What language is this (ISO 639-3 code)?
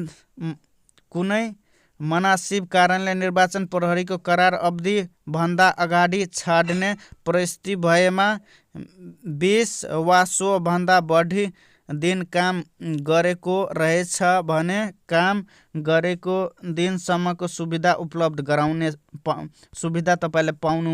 nep